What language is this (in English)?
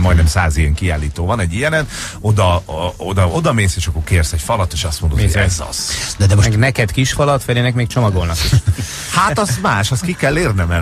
Hungarian